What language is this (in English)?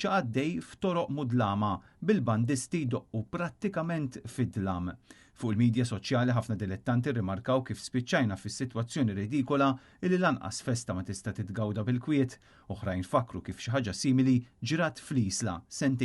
Maltese